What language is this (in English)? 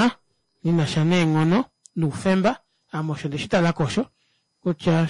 Kuanyama